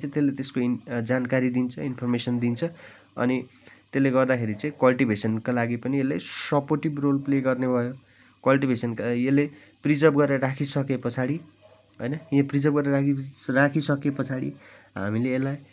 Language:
Nepali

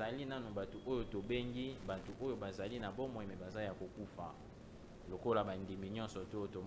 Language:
Lingala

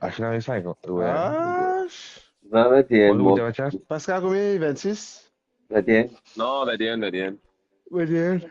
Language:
Morisyen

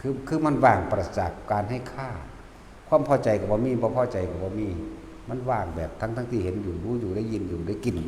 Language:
Northeastern Thai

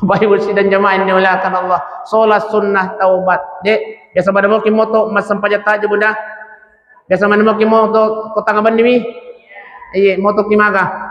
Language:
Buginese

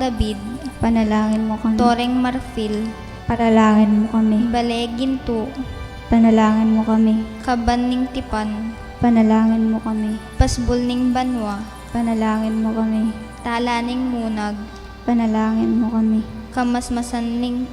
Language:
Pampanga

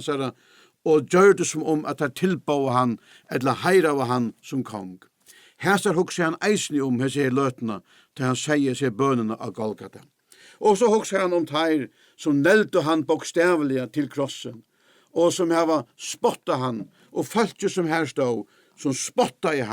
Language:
Faroese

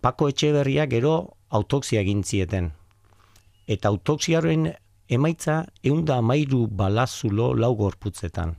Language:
Basque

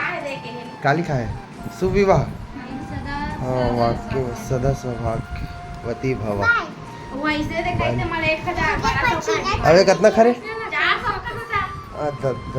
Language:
Chhattisgarhi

